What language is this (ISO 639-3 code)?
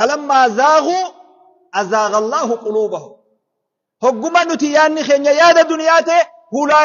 orm